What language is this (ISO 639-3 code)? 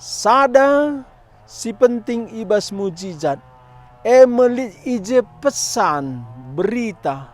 btx